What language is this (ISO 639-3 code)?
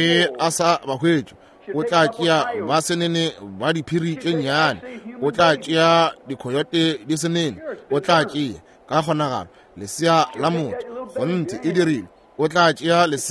nso